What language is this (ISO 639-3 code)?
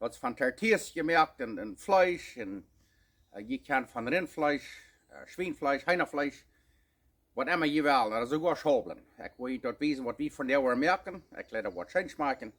pdt